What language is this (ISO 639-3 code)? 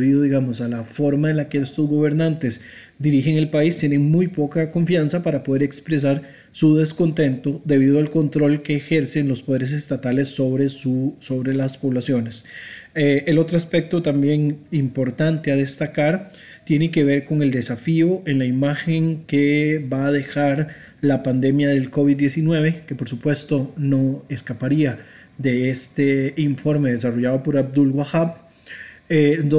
spa